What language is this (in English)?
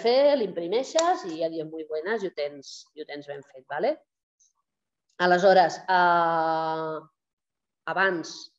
Catalan